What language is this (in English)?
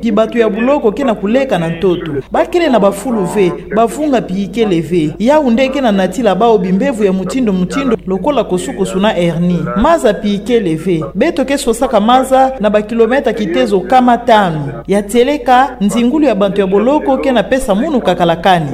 Kituba (Democratic Republic of Congo)